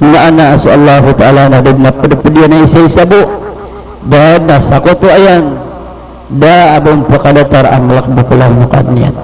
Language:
Maranao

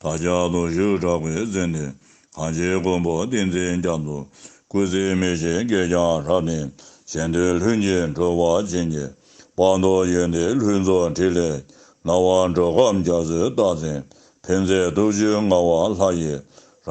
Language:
Tibetan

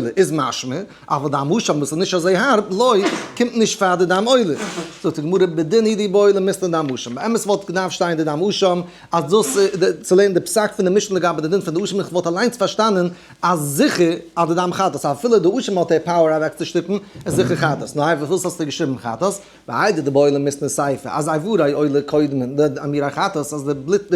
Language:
Yiddish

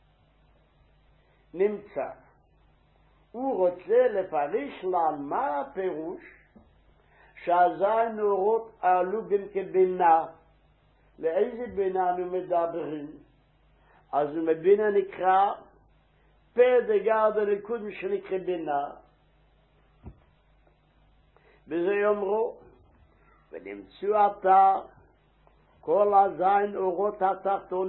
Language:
Hebrew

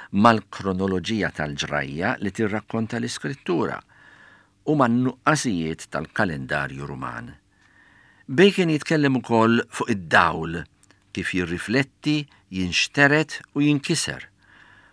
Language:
Maltese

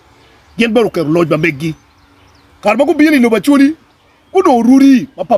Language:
Acoli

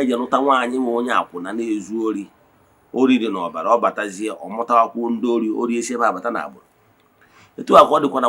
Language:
Igbo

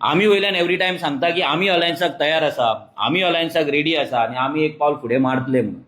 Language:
Konkani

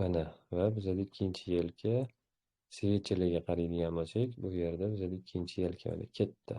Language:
Uzbek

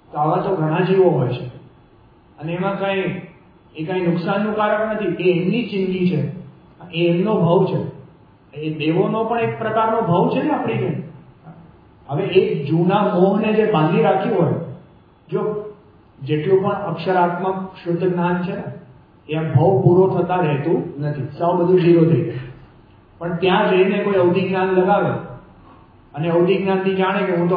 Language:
Gujarati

